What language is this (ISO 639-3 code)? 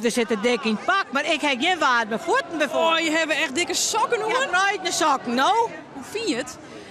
fry